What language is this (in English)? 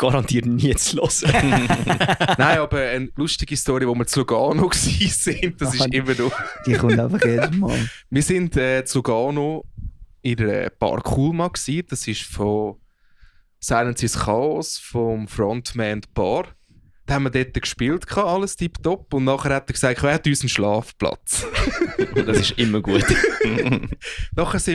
Swiss German